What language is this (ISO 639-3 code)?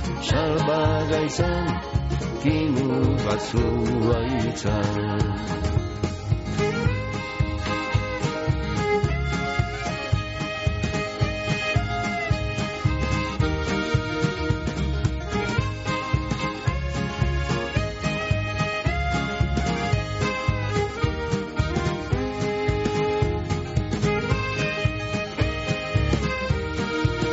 eus